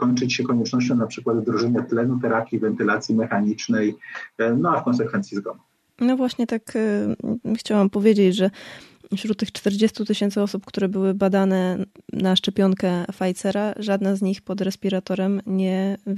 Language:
Polish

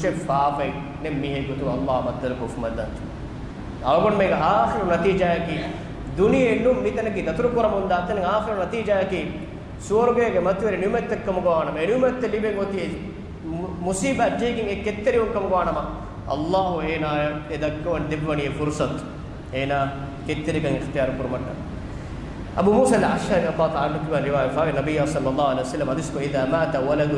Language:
Divehi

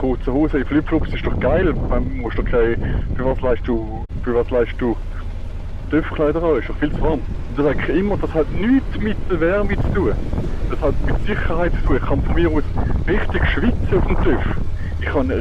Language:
Swiss German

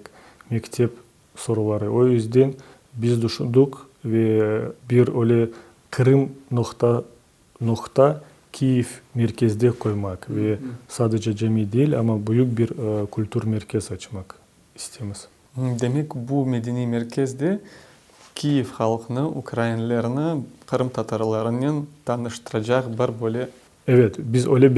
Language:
Crimean Tatar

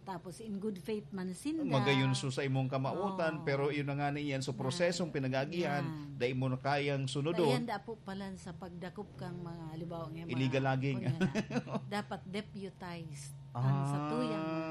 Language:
Bikol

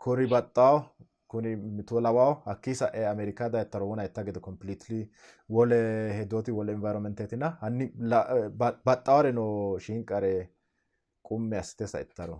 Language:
Sidamo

